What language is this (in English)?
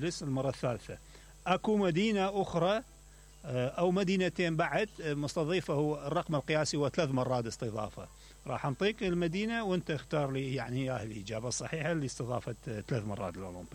Mesopotamian Arabic